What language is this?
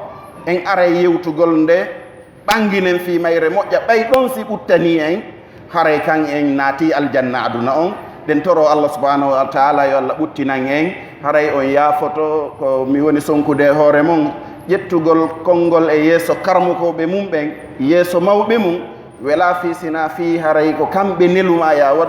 Pular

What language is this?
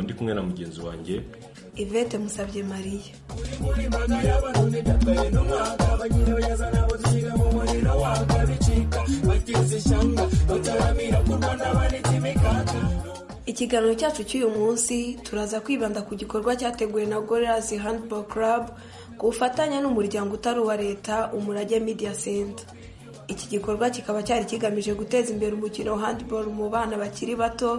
Kinyarwanda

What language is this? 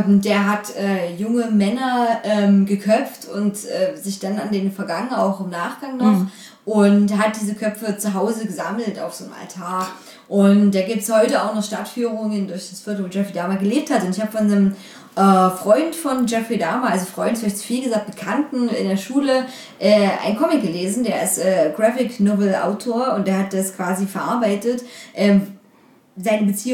German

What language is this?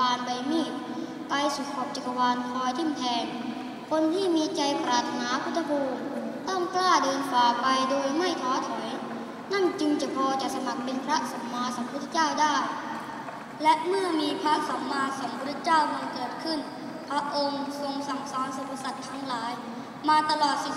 Thai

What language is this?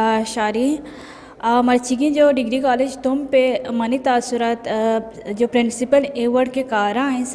Eastern Balochi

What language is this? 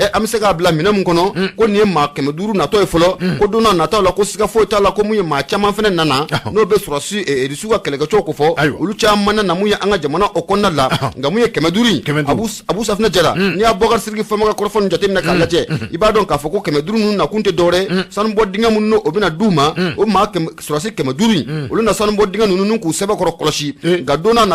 Bambara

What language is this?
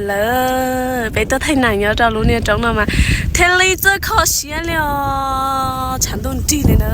Hmong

